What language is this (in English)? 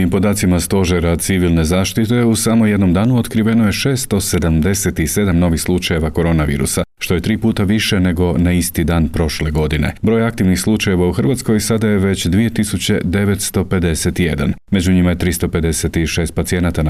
Croatian